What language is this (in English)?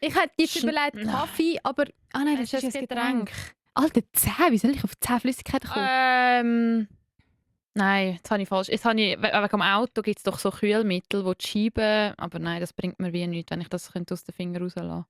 Swiss German